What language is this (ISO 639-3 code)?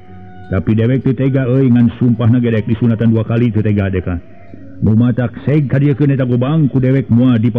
sun